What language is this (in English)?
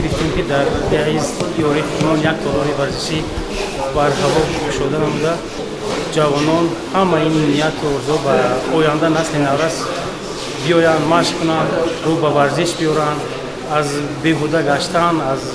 Tajik